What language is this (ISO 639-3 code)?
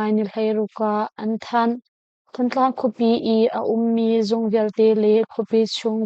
cnh